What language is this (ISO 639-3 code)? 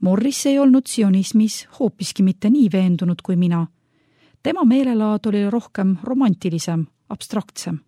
est